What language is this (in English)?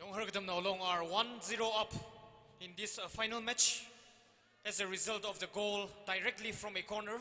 Tangkhul Naga (India)